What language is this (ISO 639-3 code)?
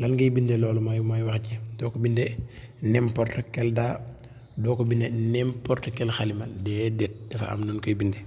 wol